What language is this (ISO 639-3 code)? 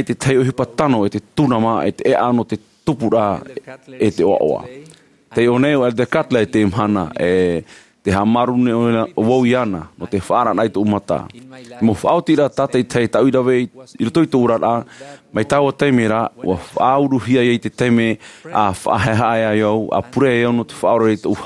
tah